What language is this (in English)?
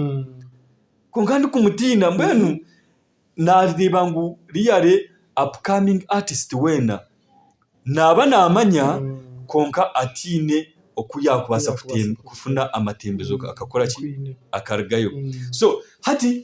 Nyankole